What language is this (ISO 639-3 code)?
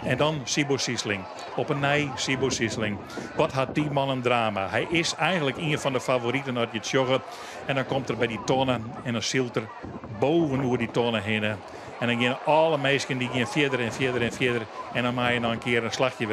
fry